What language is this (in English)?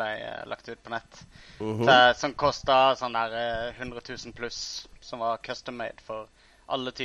Norwegian